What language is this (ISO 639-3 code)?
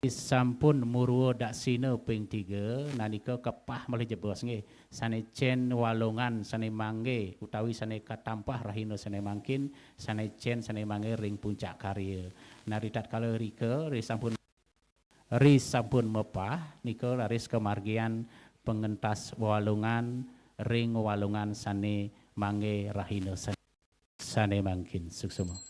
ban